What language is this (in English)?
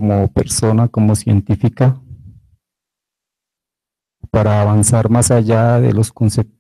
Spanish